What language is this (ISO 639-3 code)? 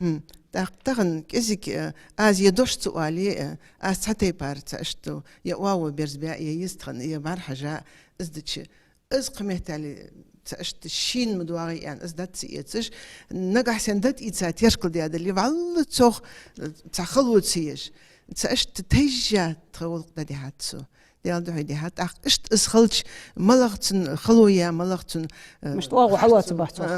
inh